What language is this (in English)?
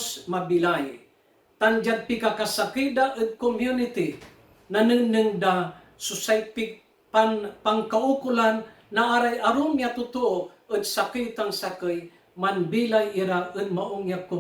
Pangasinan